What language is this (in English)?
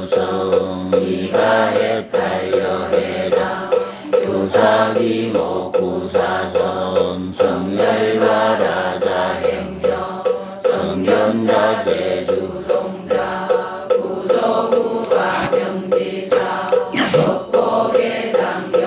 Korean